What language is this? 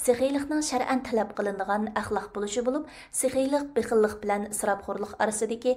Uyghur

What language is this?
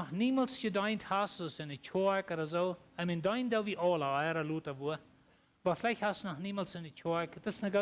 Plautdietsch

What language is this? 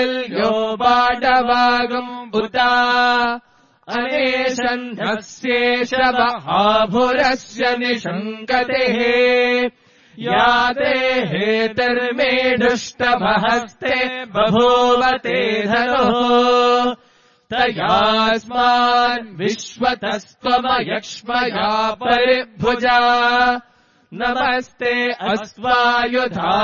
Sanskrit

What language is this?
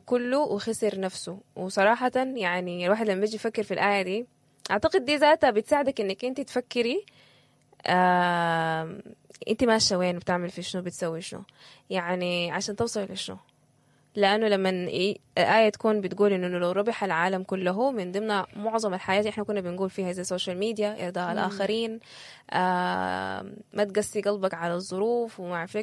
Sudanese Arabic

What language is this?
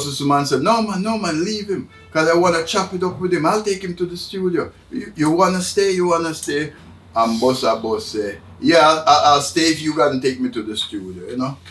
Jamaican Creole English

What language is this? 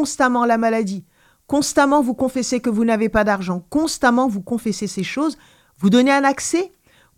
French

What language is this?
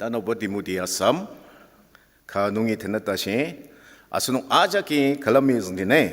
Ao Naga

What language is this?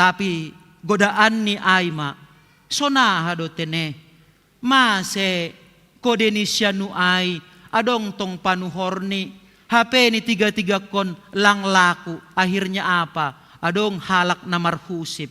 Batak Simalungun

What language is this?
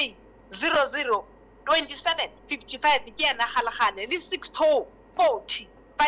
Southern Sotho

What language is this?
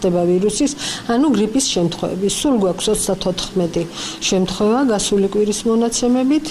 Georgian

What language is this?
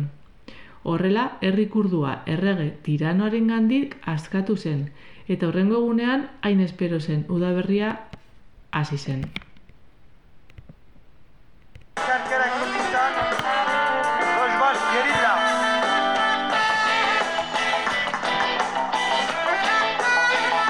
Basque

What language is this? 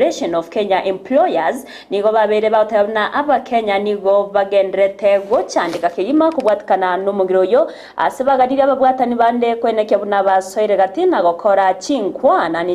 Gusii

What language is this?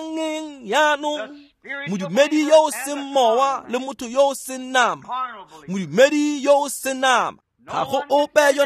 Tswana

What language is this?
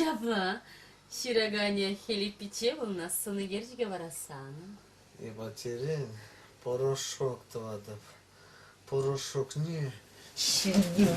Chuvash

